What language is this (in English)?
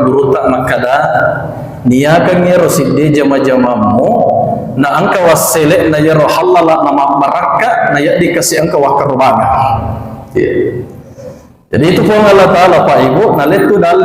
Buginese